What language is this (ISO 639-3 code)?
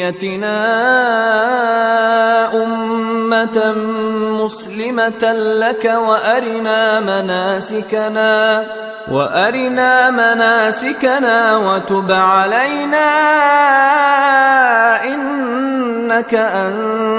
ara